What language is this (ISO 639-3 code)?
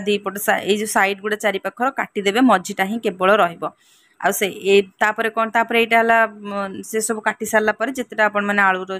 ori